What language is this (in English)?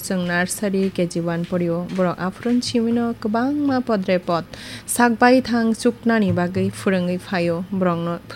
Kok Borok